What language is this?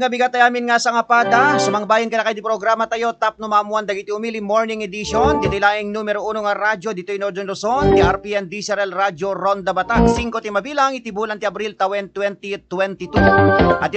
Iloko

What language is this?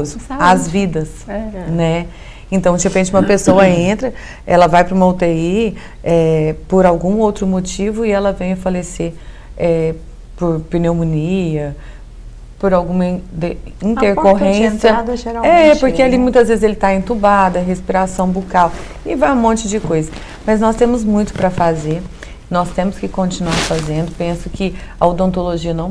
Portuguese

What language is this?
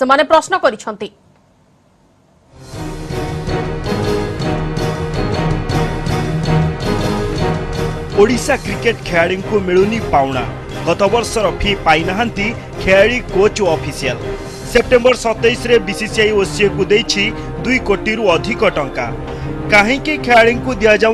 Odia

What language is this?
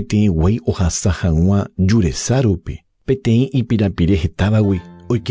Guarani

